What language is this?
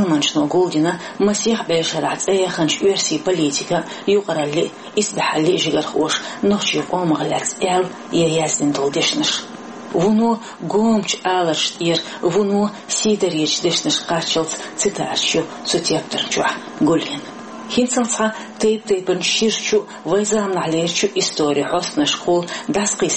Chechen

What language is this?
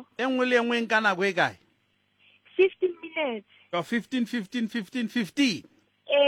Southern Sotho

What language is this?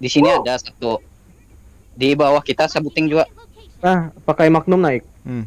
Banjar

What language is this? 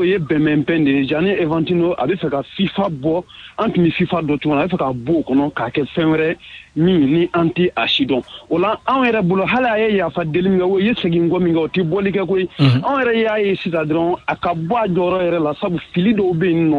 Bambara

